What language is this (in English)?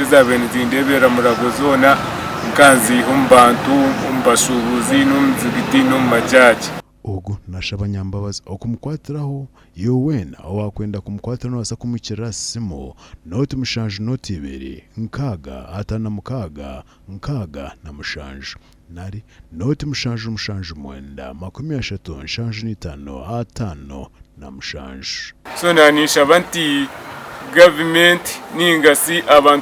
Nyankole